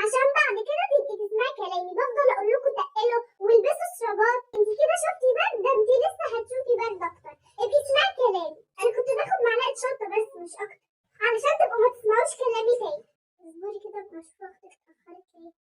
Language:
Egyptian Arabic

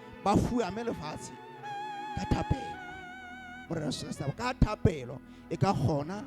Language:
Southern Sotho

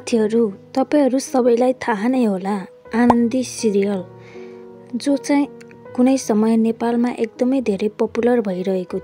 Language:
Nepali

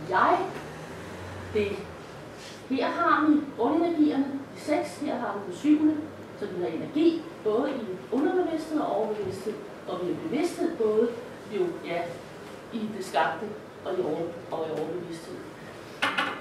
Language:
Danish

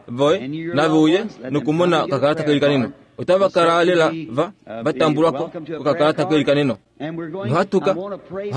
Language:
Kuanyama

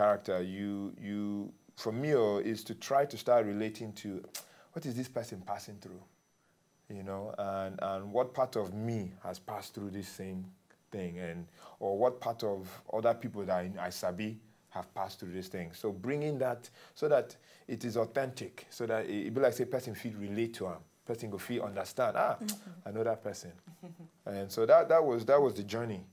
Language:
Nigerian Pidgin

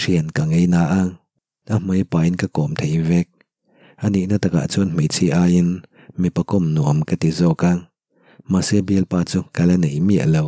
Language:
Mizo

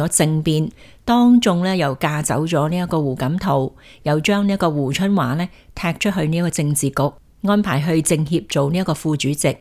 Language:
Cantonese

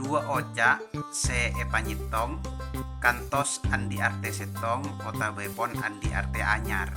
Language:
Madurese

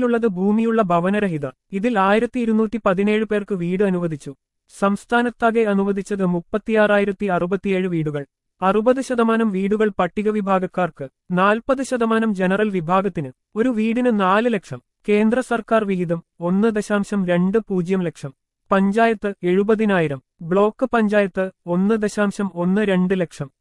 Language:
Malayalam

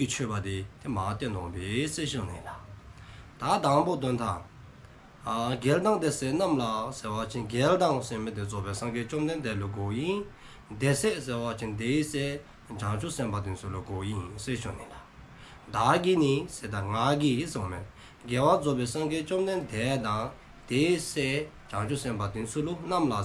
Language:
Dzongkha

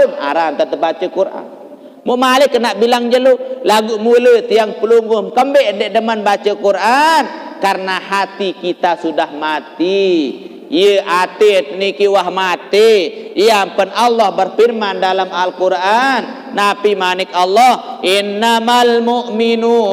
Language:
Sasak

